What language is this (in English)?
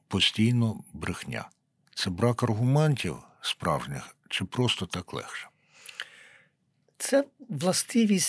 Ukrainian